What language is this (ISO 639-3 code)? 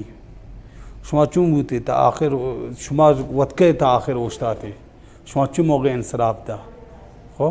bal